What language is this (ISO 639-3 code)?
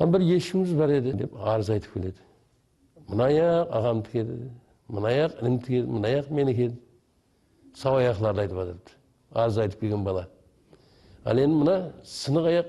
kaa